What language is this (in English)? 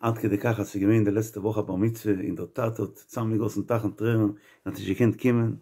Yiddish